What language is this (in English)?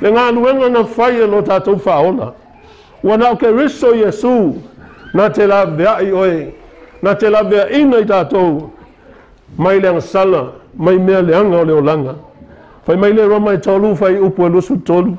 Samoan